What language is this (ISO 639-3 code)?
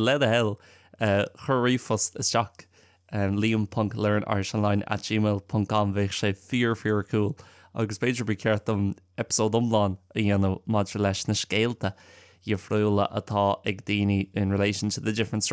gle